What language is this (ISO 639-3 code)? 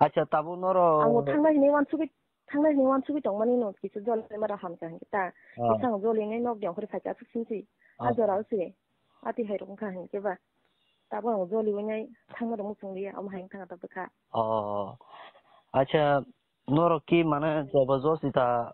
trp